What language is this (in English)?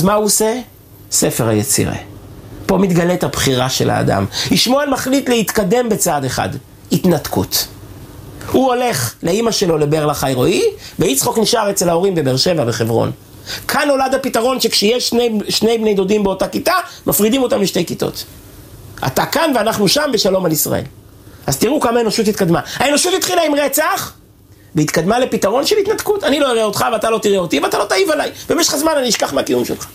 Hebrew